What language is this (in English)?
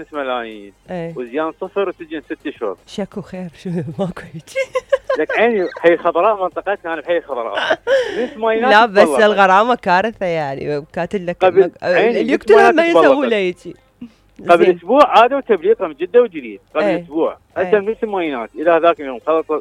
Mesopotamian Arabic